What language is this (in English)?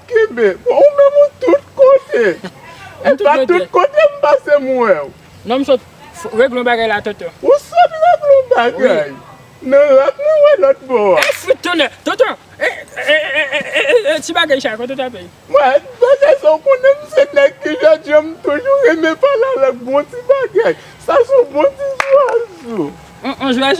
Haitian Creole